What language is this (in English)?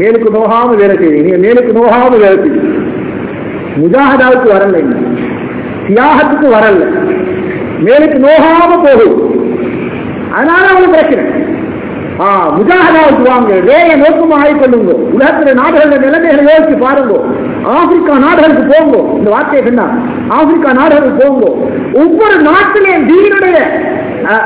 Tamil